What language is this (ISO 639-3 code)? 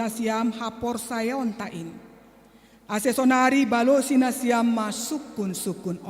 bts